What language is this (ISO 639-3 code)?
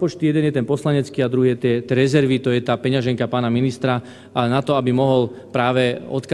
slk